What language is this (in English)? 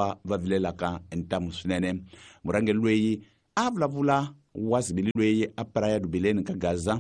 Tsonga